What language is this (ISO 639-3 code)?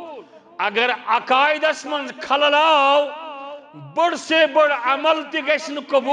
kas